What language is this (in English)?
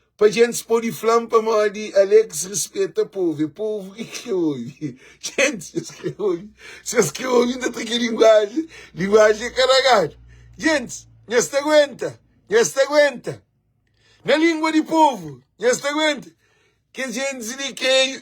Kabuverdianu